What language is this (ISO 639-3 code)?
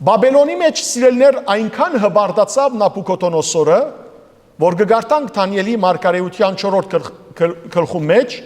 hyw